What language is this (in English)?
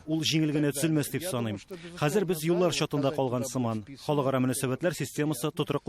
Tatar